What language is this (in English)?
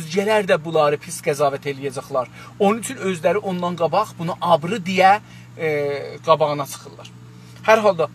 South Azerbaijani